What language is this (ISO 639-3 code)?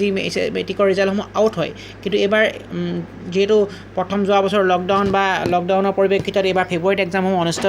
asm